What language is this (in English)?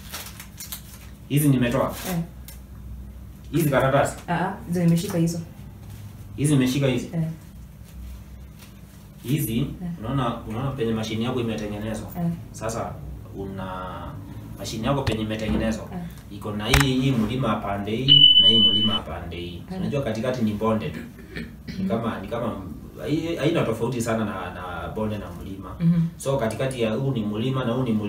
Swahili